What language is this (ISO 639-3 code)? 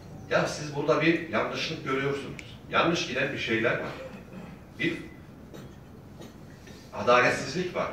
tur